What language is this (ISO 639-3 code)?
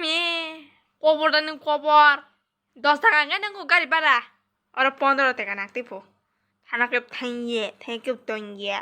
trp